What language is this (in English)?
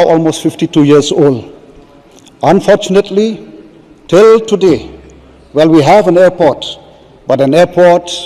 Khasi